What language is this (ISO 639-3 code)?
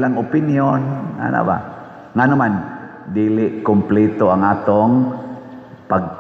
ceb